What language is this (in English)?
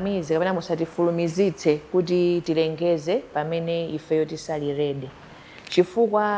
Nyanja